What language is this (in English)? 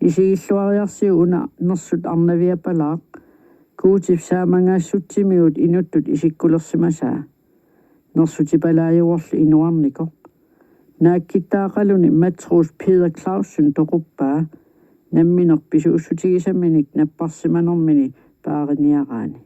Kalaallisut